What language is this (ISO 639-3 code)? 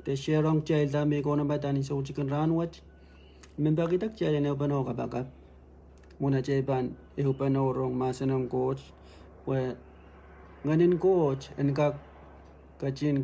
pon